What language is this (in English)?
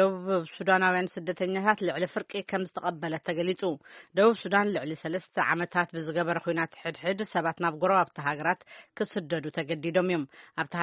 Tigrinya